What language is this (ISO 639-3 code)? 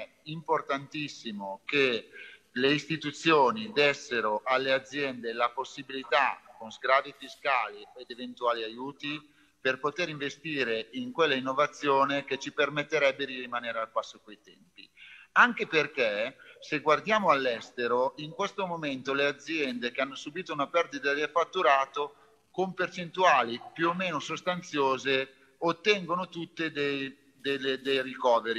ita